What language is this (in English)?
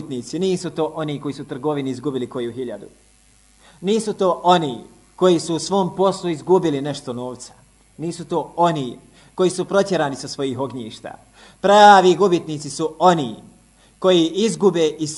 Bosnian